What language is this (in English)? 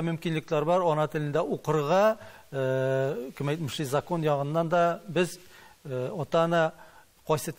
Tatar